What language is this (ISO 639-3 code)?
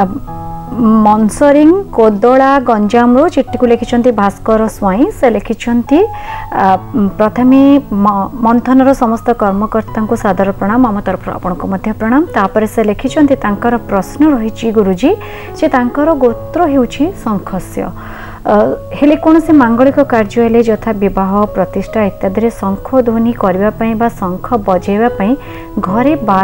ori